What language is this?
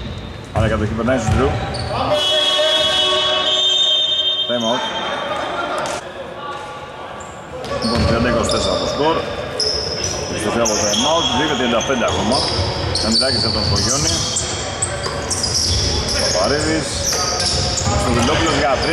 Greek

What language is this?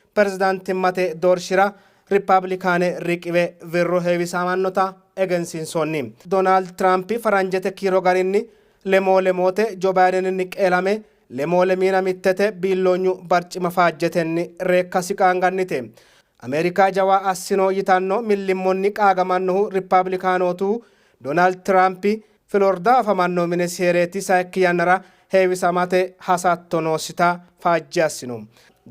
Sidamo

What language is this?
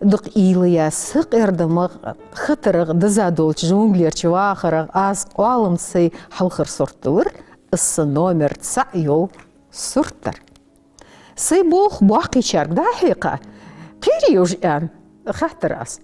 Ingush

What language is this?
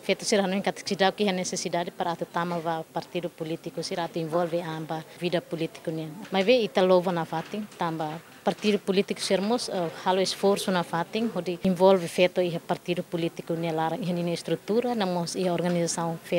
Tetum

